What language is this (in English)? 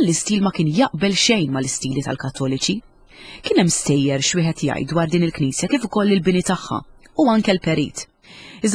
Maltese